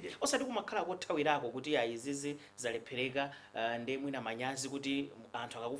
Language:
Nyanja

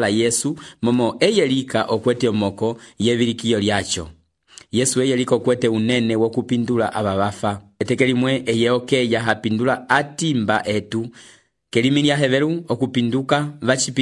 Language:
Umbundu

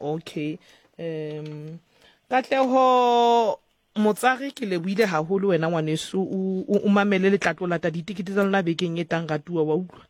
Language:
Southern Sotho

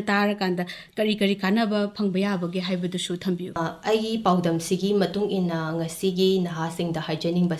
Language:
Manipuri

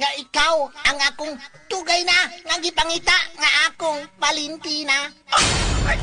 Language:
Cebuano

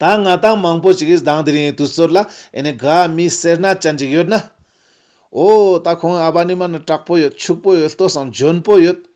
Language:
Ladakhi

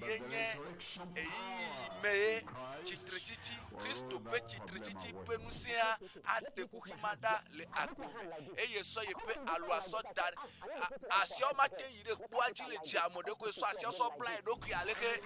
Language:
Ewe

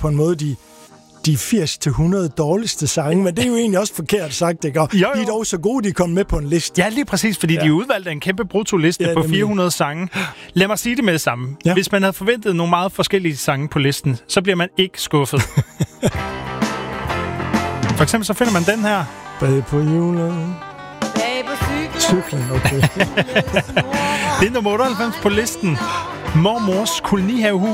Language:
Danish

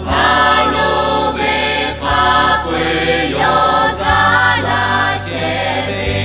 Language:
Lahu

